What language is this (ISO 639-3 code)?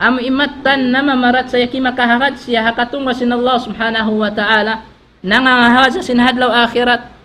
tsg